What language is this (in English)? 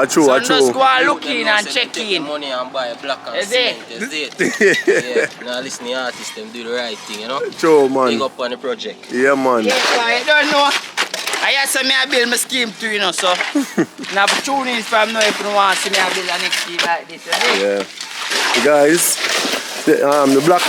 Jamaican Creole English